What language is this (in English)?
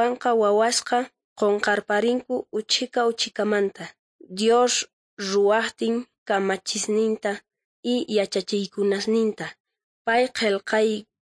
South Bolivian Quechua